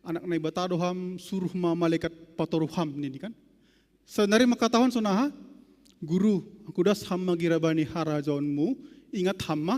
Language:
Batak Simalungun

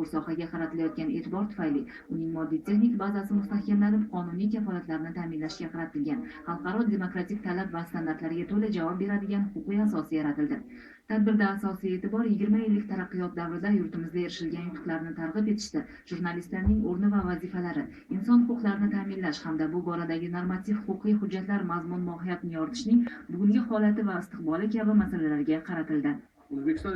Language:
Uzbek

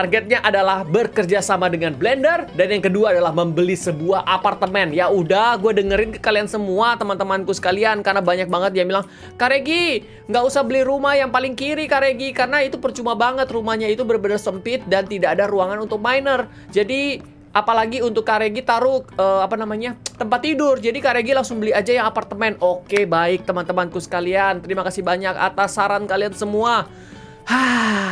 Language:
Indonesian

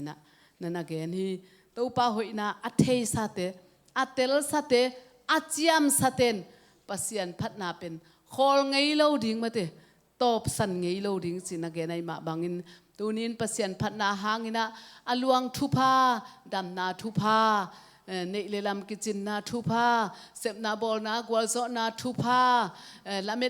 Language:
Tedim Chin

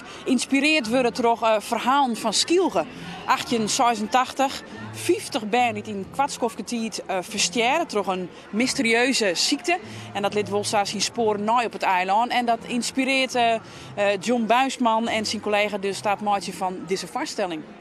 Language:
Western Frisian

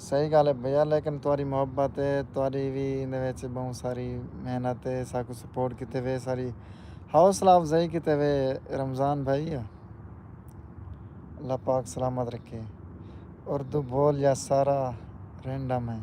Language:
Saraiki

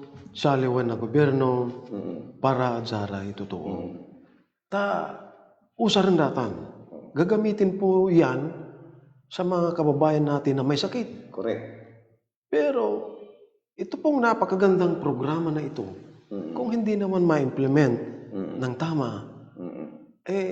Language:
Pangasinan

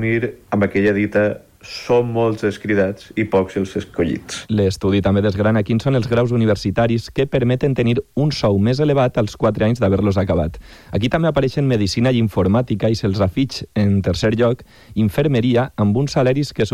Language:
Catalan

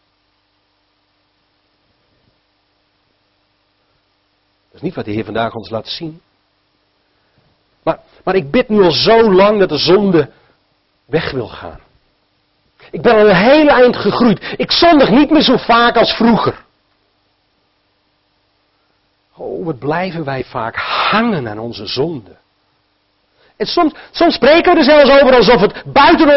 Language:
Dutch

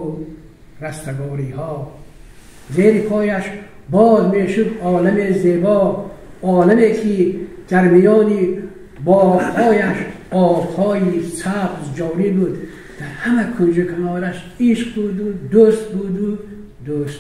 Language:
Tajik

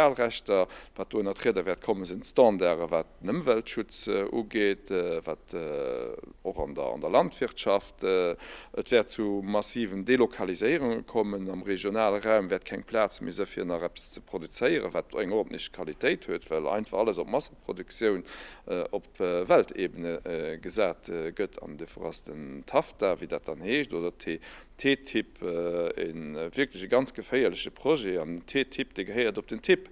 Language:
Luxembourgish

